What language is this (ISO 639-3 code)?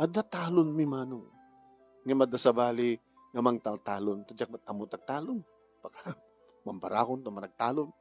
ilo